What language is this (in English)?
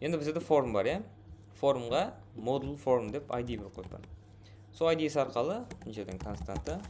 Kara-Kalpak